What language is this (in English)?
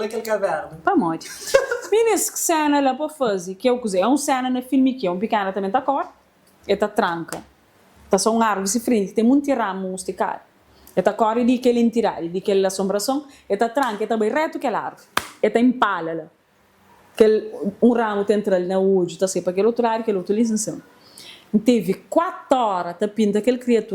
Kabuverdianu